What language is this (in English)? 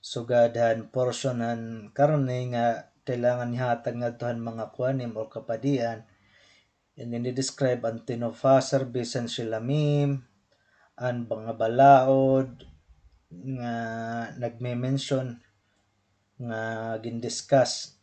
Waray